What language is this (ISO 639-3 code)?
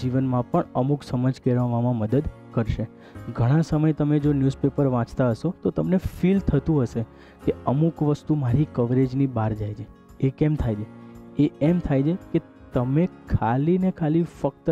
guj